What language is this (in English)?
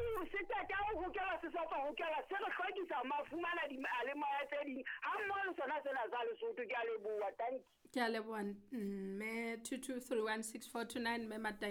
Southern Sotho